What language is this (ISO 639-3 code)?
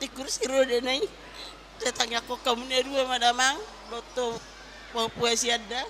bbc